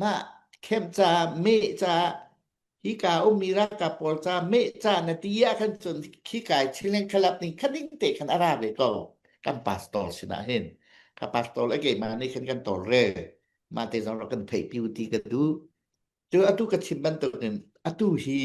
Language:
Hakha Chin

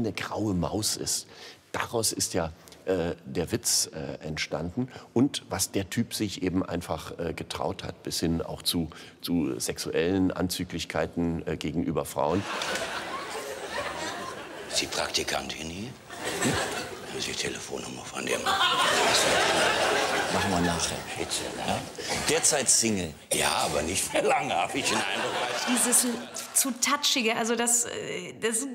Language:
German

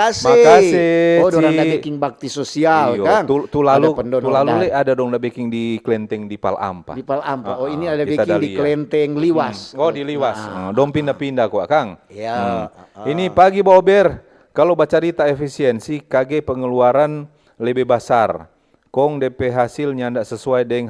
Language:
Manado Malay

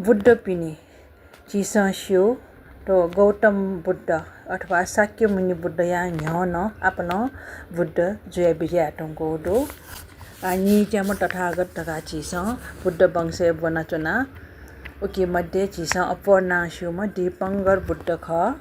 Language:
Newari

